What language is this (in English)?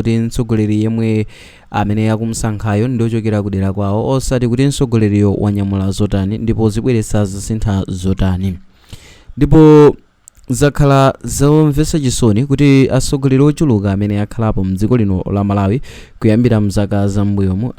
Nyanja